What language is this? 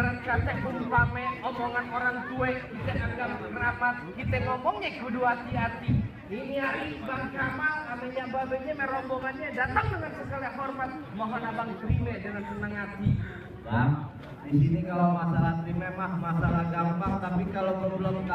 Betawi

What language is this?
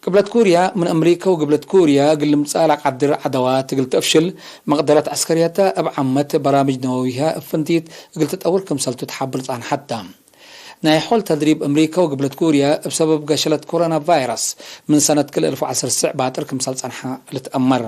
Tigre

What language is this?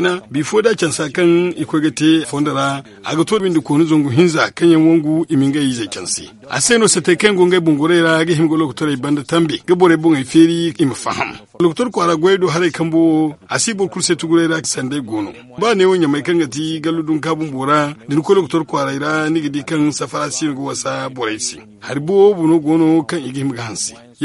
Zarma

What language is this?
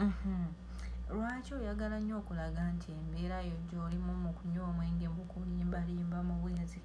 Ganda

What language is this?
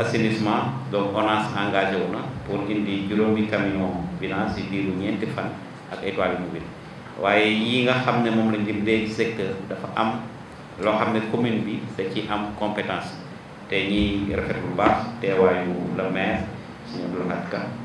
Wolof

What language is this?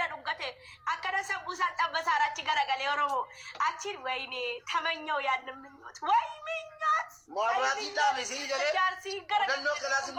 Oromo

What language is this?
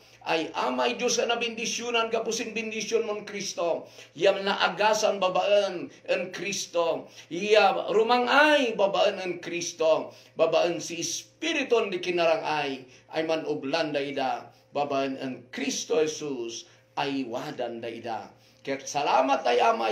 Kankanaey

